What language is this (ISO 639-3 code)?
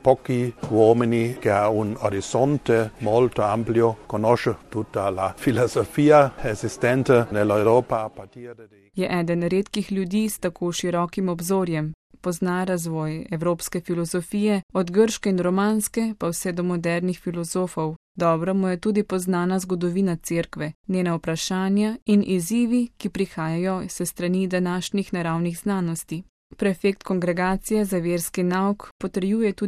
slv